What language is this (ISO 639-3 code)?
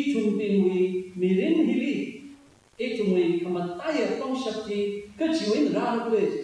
nmf